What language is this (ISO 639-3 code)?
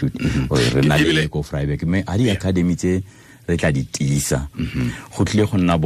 tsn